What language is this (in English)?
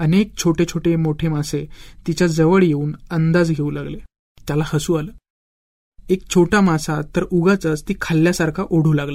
Marathi